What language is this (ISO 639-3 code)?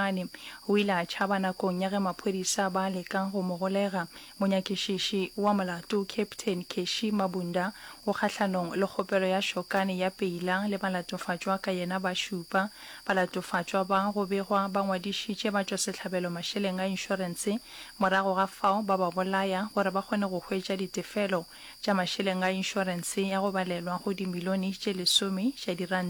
nso